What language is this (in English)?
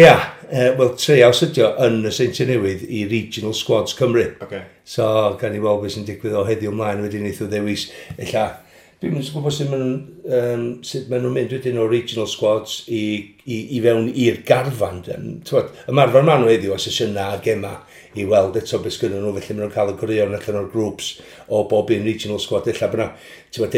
Welsh